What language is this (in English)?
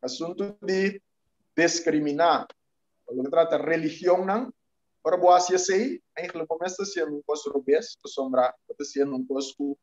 Papiamento